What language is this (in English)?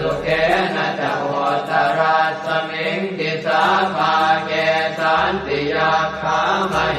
Pali